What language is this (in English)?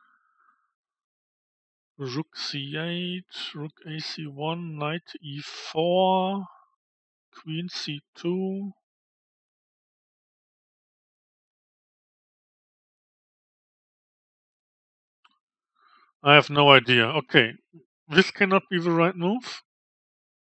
English